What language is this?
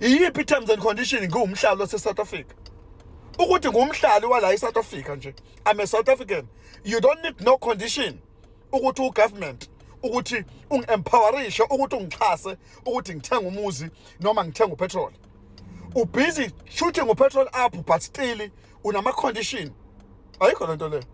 Zulu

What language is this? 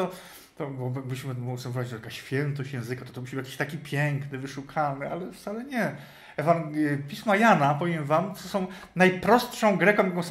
Polish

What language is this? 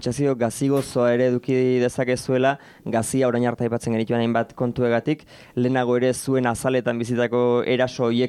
Basque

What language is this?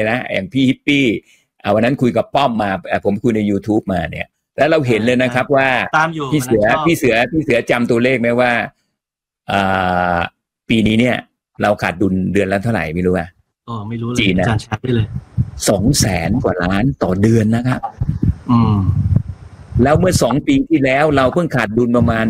Thai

